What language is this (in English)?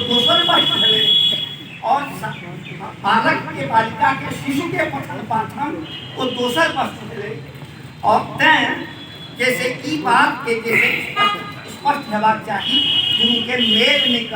Maithili